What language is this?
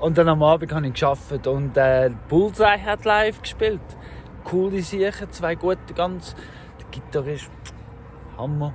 Swiss German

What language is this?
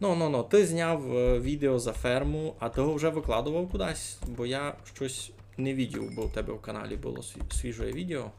Rusyn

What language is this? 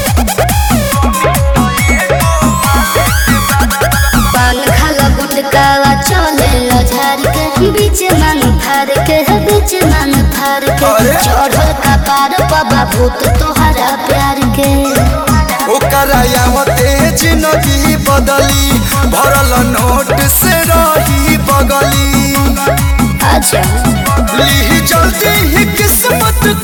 Bhojpuri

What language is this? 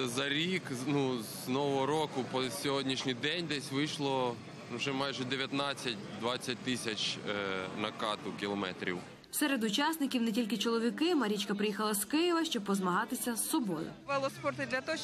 Ukrainian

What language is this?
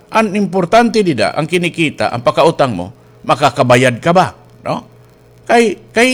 Waray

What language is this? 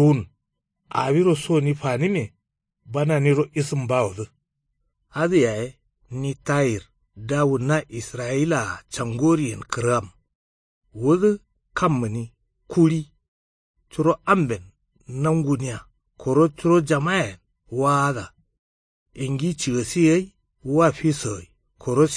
Kanuri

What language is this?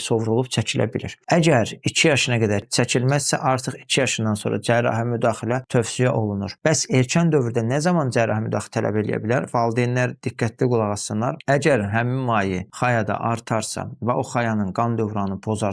Azerbaijani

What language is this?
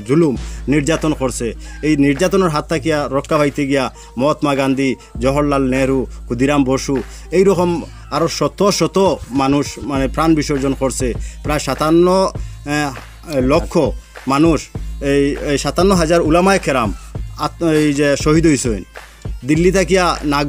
Sylheti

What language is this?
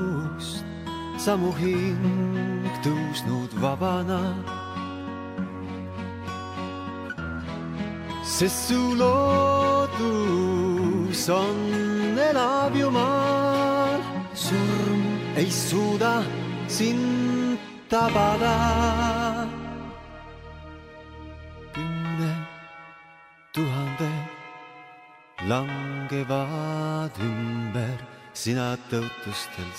Estonian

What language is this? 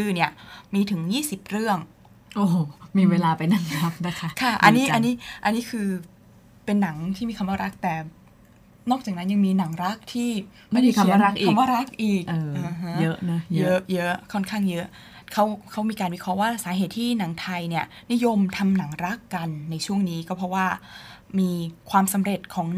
Thai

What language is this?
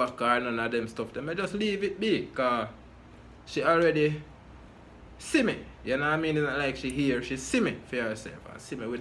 Jamaican Creole English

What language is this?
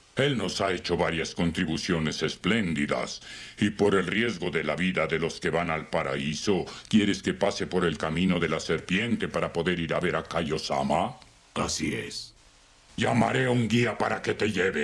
Spanish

